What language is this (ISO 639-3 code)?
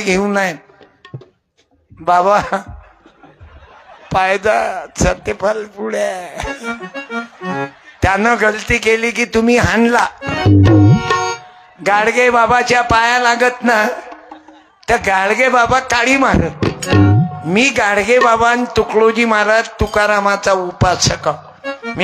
mar